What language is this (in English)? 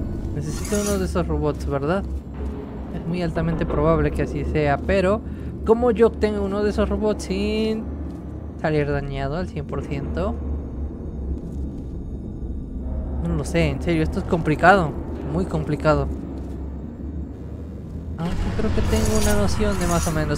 Spanish